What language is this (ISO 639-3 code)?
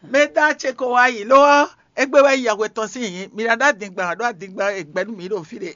fon